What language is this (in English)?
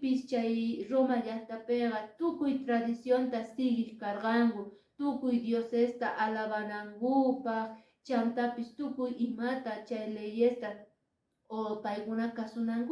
Quechua